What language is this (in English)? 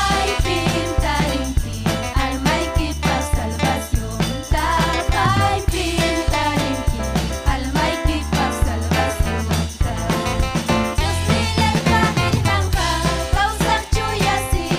Ayacucho Quechua